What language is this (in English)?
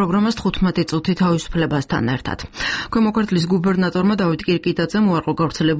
Georgian